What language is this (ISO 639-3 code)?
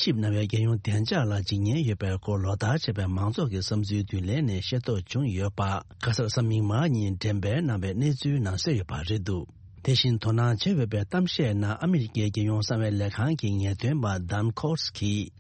bod